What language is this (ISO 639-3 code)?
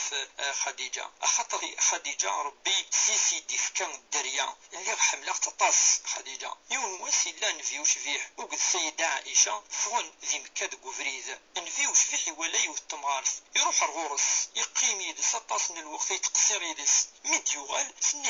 kab